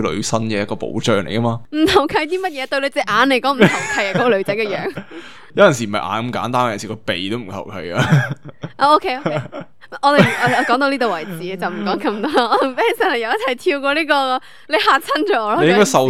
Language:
Cantonese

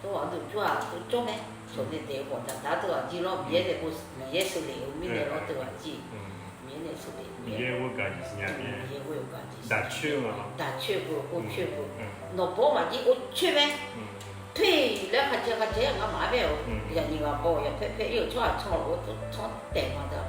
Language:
Akha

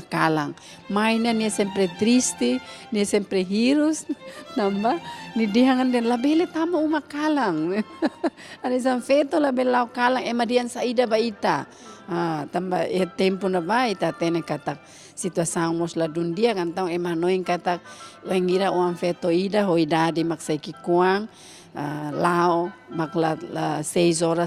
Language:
Tetum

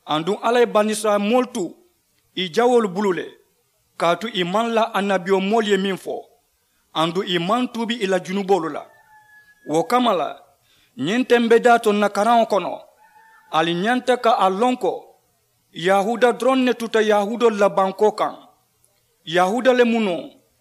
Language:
Mandingo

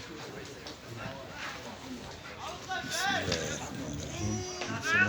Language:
Chechen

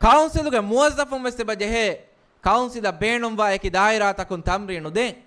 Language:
Divehi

